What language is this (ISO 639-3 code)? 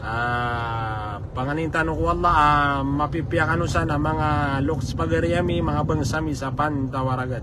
mrw